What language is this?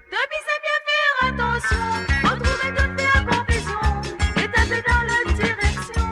Morisyen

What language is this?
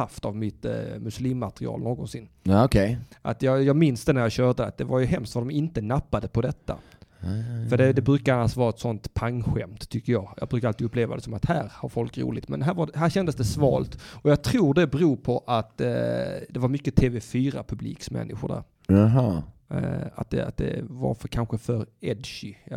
Swedish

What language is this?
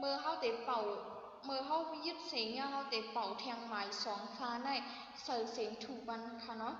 Shan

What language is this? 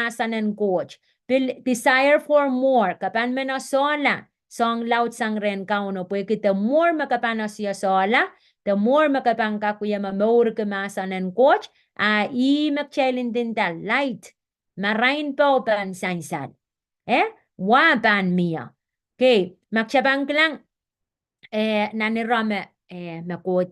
Pohnpeian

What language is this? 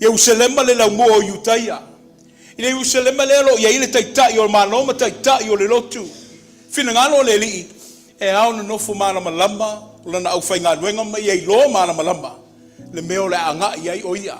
Samoan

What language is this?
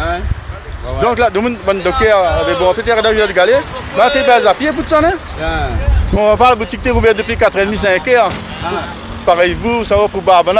Réunion Creole French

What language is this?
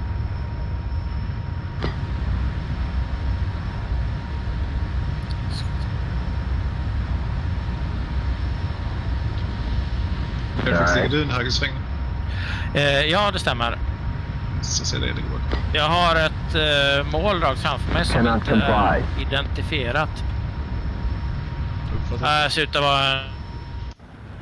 Swedish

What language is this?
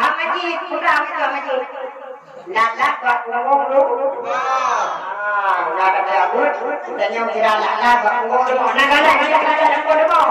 Achinese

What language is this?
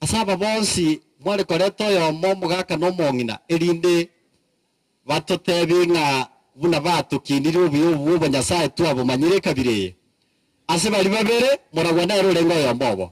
Gusii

